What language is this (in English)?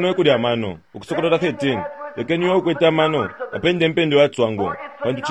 Bemba